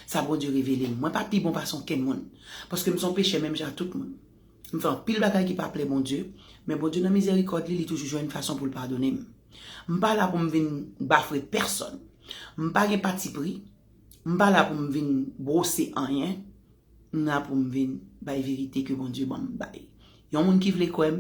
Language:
Haitian Creole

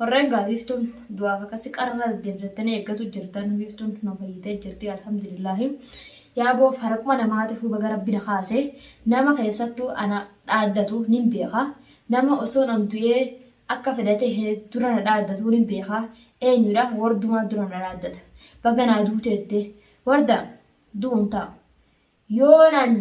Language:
Oromo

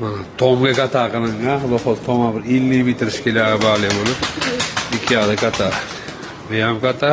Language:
Uzbek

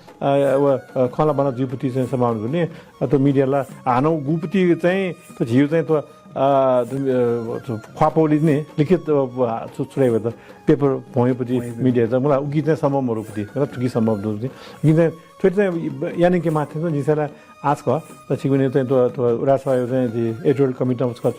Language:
Newari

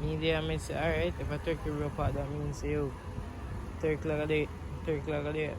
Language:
Jamaican Creole English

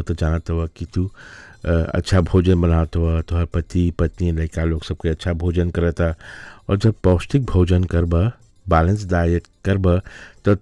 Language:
Bhojpuri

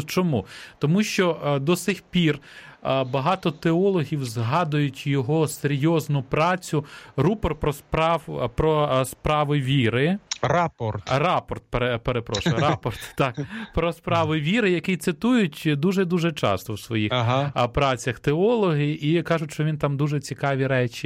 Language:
Ukrainian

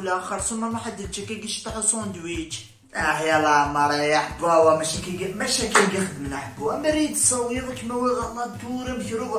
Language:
Kabyle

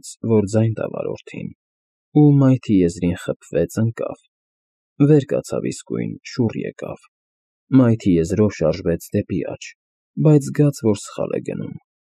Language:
Armenian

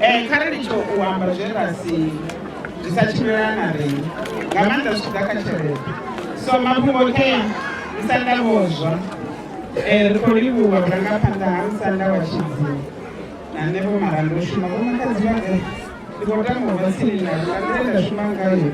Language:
Venda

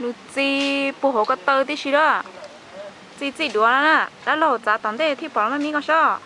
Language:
Hmong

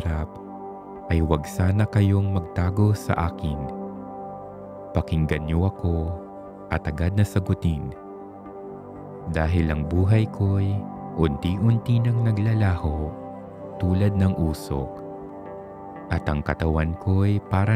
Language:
Filipino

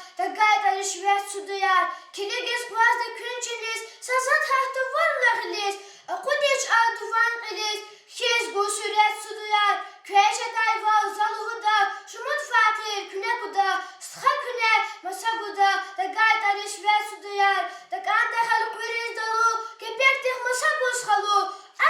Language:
Lezghian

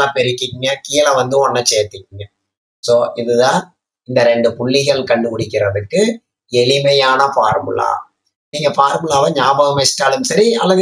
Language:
Tamil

